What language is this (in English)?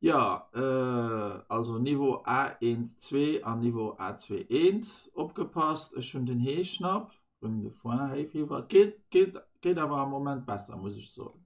Luxembourgish